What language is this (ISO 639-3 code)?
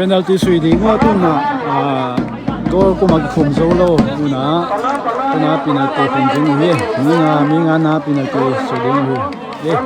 ctd